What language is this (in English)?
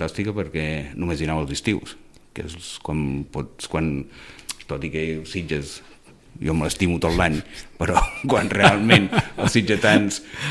Catalan